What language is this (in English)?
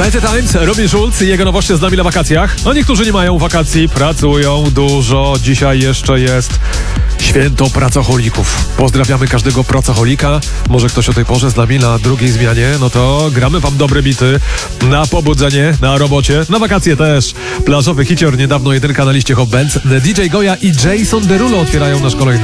Polish